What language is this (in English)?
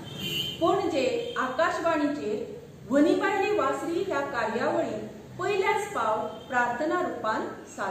Konkani